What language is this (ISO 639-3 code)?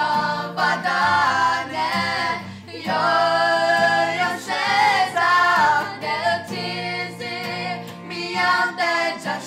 ahk